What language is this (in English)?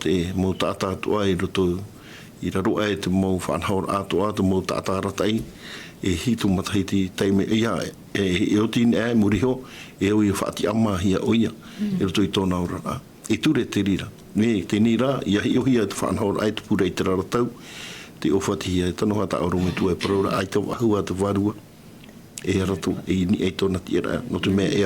Tahitian